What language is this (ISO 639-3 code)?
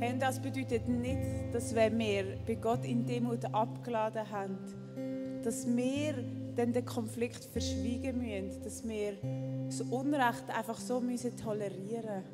gsw